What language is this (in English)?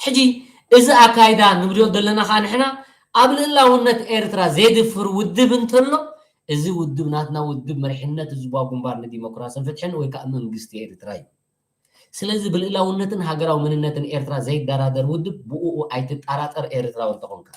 Tigrinya